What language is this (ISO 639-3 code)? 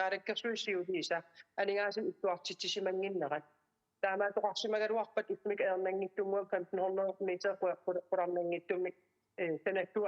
kal